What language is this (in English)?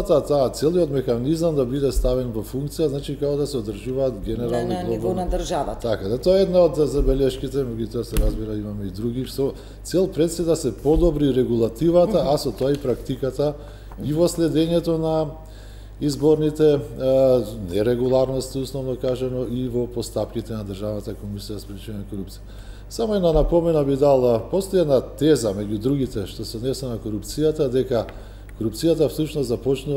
Macedonian